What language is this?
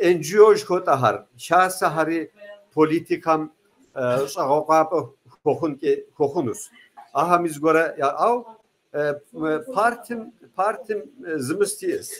Kabardian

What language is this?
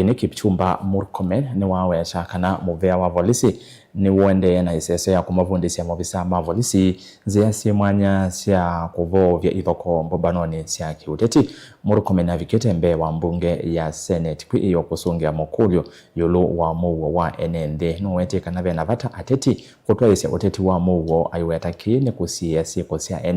Kamba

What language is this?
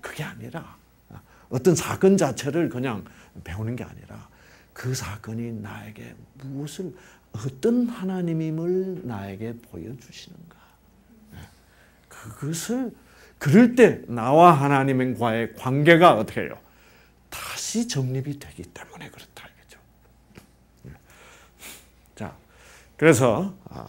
Korean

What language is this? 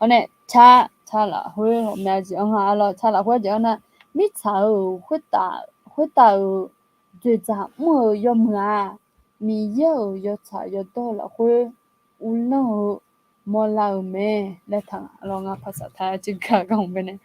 Akha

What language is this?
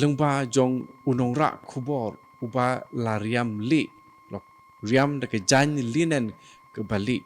Khasi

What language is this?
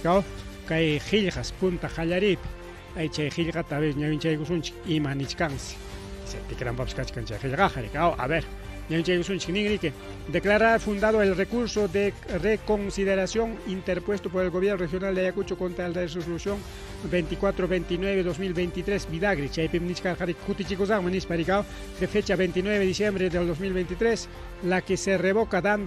Ayacucho Quechua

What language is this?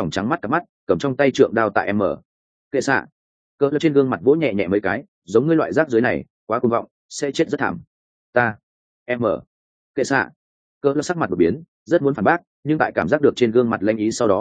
Vietnamese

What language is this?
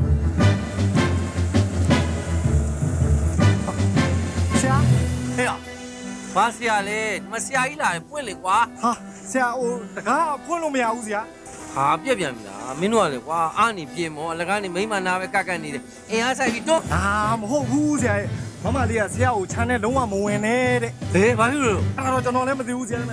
Burmese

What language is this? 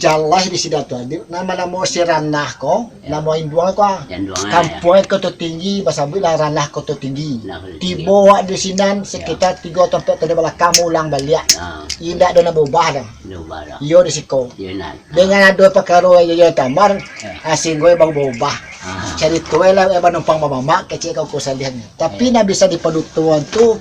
Minangkabau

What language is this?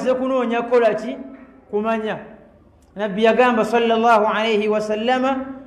Ganda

